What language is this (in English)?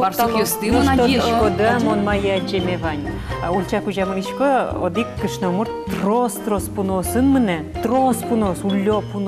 Udmurt